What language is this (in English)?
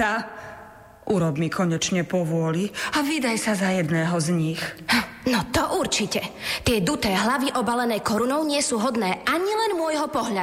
Slovak